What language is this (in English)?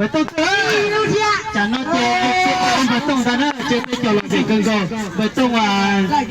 Hmong